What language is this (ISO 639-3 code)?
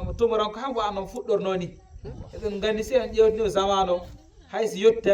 ful